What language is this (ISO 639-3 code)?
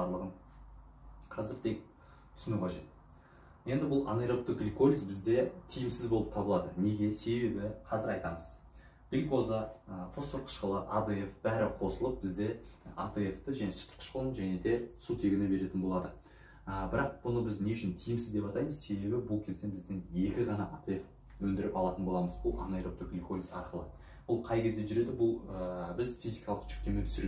kaz